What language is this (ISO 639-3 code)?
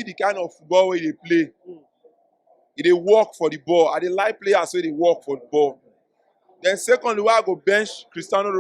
pcm